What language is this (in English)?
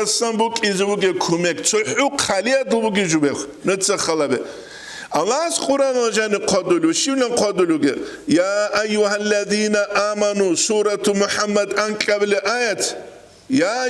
Avaric